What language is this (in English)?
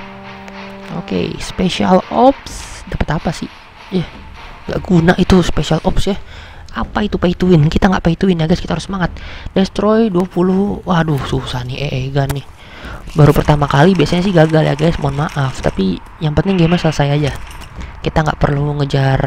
Indonesian